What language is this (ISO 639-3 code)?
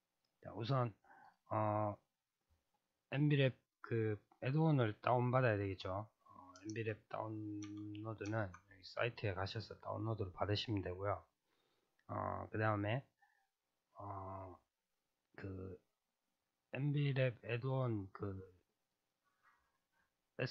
kor